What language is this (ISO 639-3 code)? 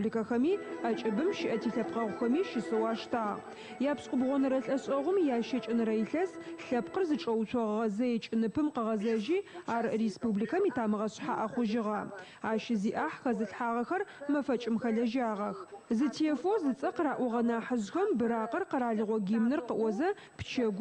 ady